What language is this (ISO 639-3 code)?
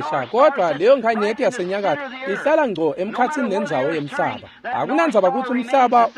ssw